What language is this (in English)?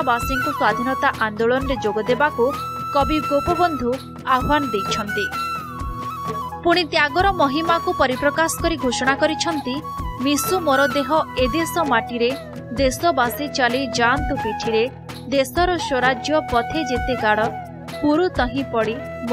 Odia